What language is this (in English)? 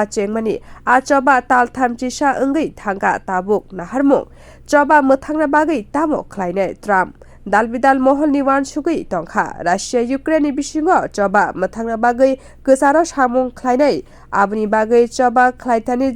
Kok Borok